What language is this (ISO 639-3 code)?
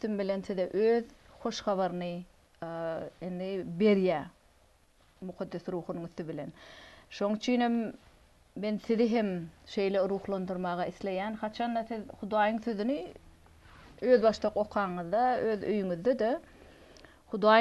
tuk